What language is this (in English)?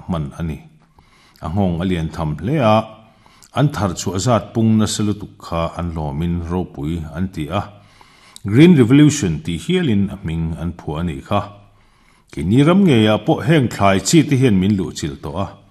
Mizo